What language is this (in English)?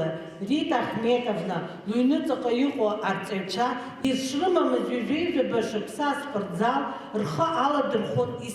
Abkhazian